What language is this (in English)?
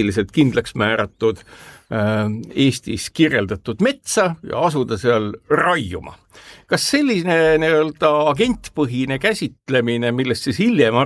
Estonian